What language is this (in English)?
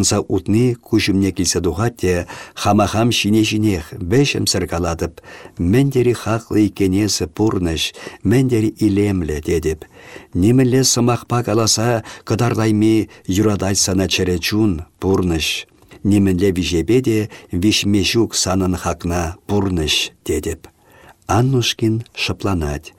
Chuvash